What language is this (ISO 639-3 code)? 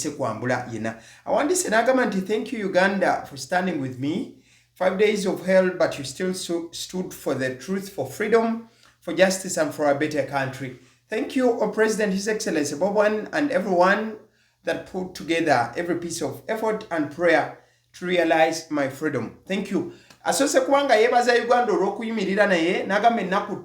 lug